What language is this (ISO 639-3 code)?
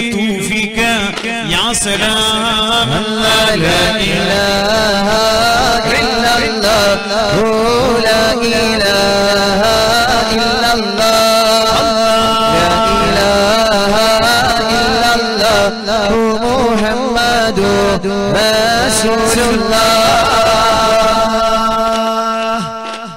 mal